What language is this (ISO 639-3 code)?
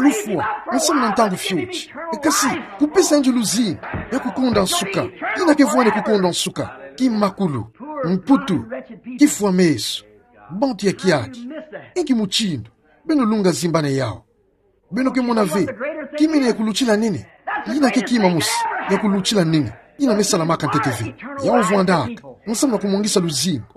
ktu